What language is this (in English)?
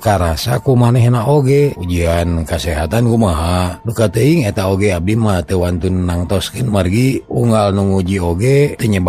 Sundanese